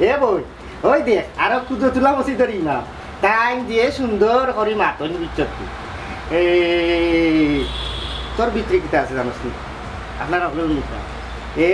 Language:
Sylheti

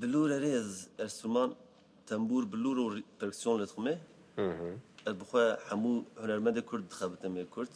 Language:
Kurdish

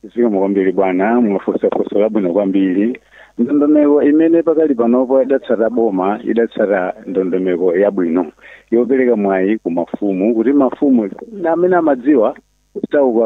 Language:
Nyanja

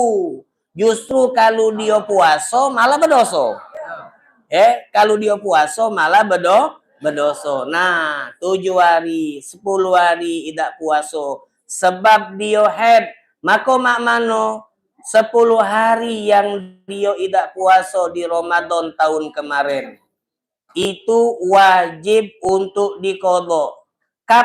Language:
Musi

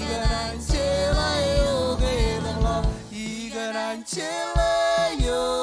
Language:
Marshallese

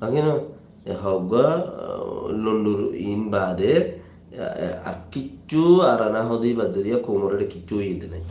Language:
Rohingya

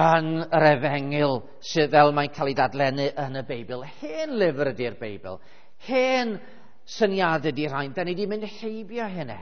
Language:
Welsh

